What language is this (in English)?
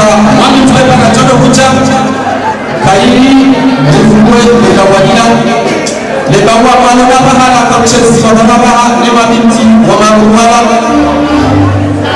Swahili